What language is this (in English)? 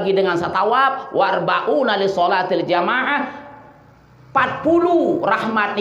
Sasak